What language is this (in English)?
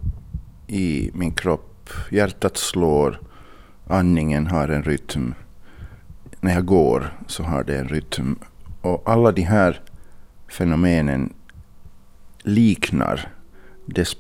Swedish